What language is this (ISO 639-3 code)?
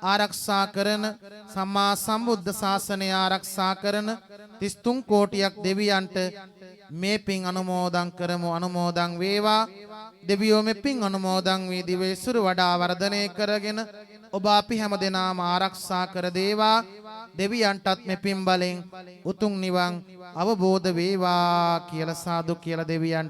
sin